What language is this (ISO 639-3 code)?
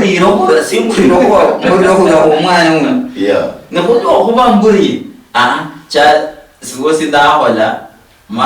luy